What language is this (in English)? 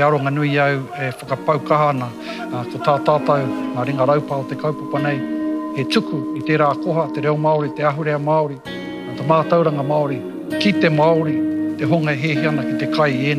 Māori